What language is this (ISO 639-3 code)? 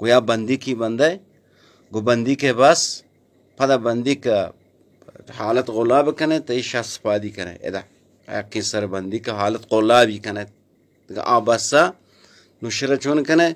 bal